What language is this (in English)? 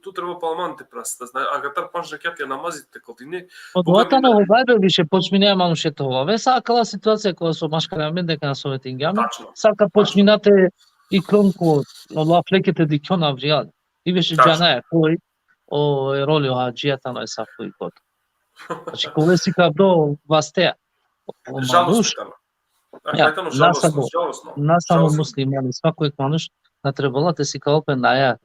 Balkan Romani